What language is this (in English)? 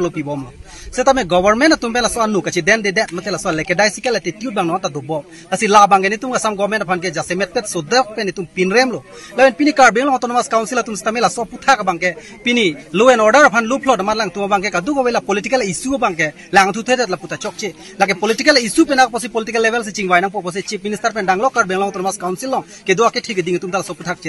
Karbi